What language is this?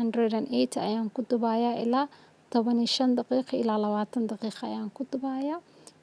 Somali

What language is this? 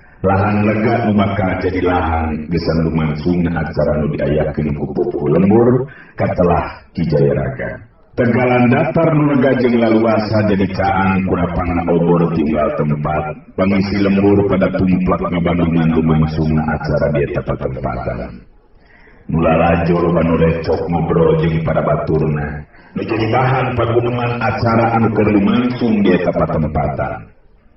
Sundanese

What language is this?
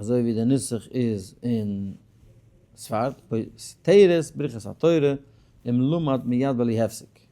Yiddish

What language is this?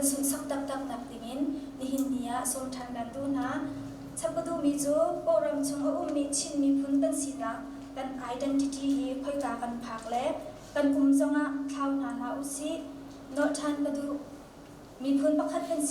Hakha Chin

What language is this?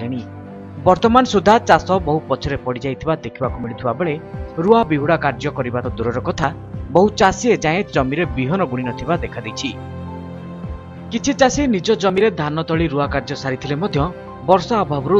Odia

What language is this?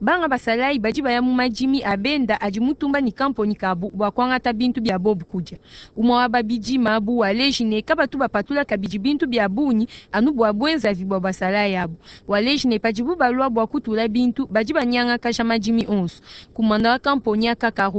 Luba-Lulua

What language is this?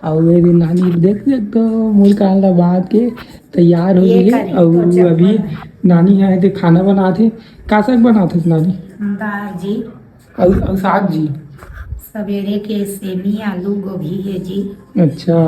Chhattisgarhi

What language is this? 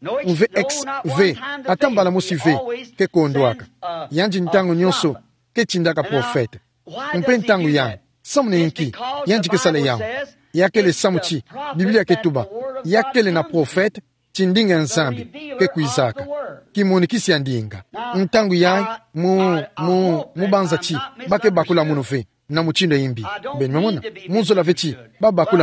Kituba (Democratic Republic of Congo)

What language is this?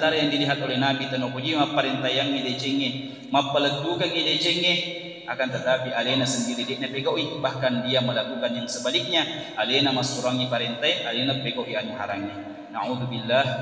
Buginese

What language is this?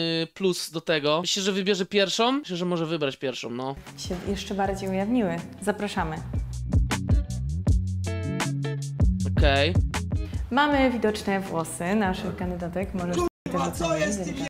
Polish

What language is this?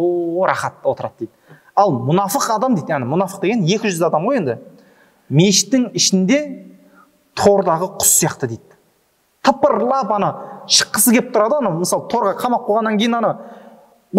Kazakh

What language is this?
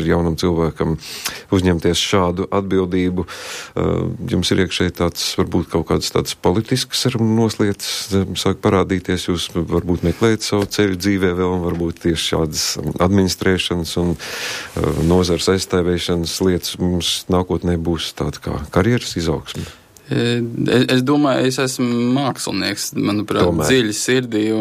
Latvian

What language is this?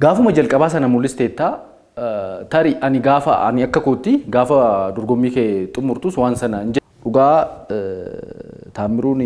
Oromo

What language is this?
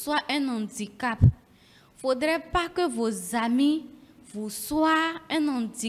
French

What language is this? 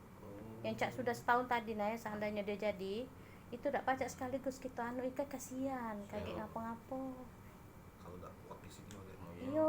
Musi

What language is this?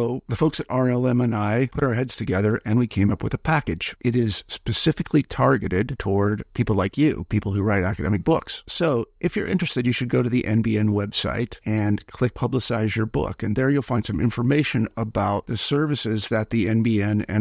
English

